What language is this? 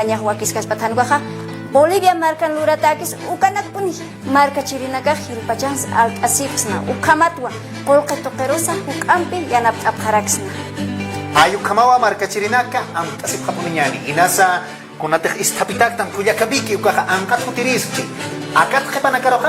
Aymara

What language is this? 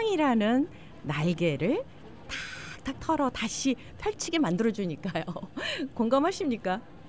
Korean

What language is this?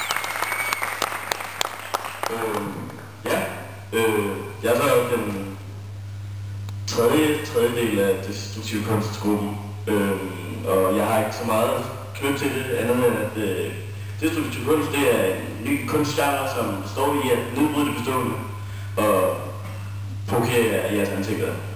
Danish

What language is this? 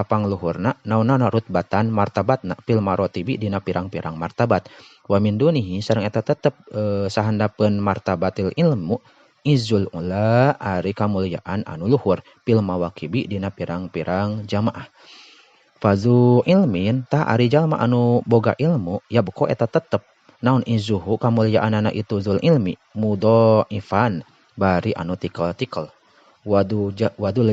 Sundanese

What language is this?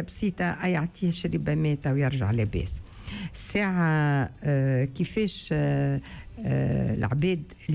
Tunisian Arabic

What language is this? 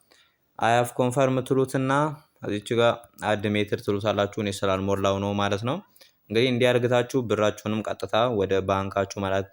Amharic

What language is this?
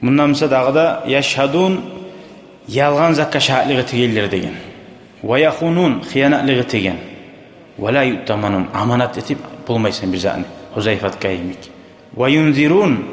Kumyk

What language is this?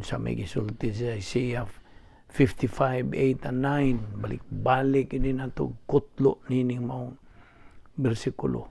Cebuano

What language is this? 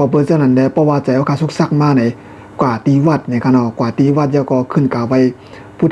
Shan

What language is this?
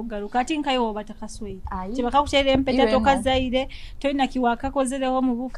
Nyoro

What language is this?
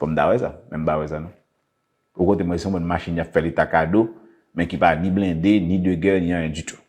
Haitian Creole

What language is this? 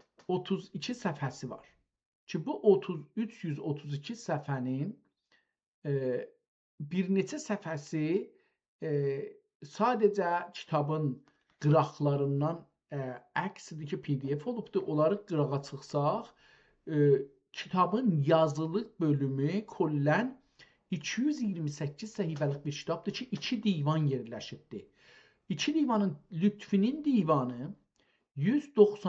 South Azerbaijani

